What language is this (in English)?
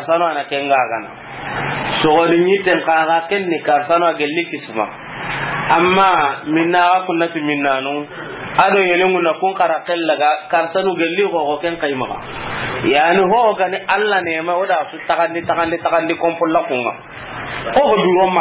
Soninke